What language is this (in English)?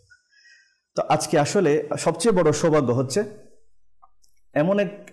Bangla